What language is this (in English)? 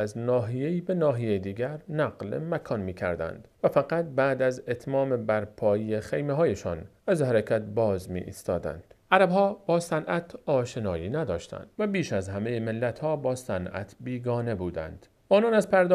Persian